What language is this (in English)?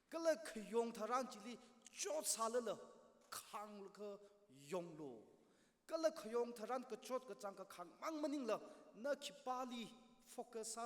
Tangkhul Naga (India)